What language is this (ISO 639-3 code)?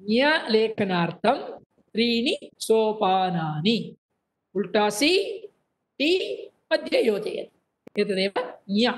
san